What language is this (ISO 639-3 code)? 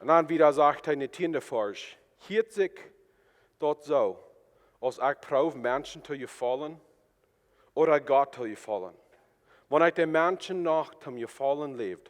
pdt